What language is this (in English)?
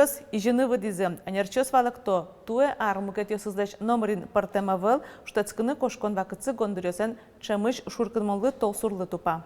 Udmurt